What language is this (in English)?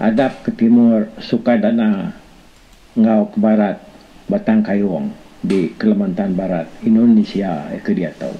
Iban